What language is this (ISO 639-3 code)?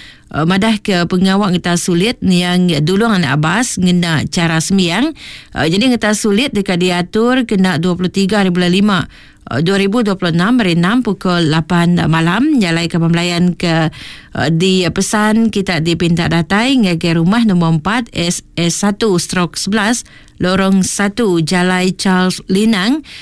iba